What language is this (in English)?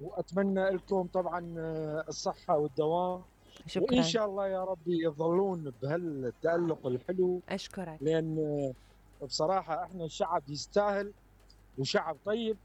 Mesopotamian Arabic